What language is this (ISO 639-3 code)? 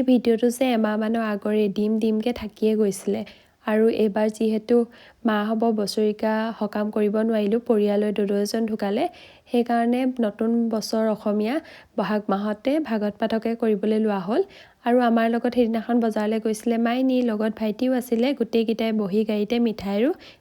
asm